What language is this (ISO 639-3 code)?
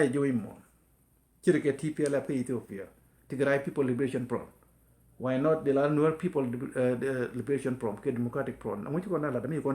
nus